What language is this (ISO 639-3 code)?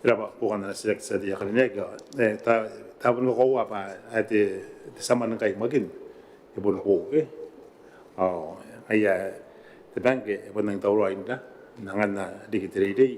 gil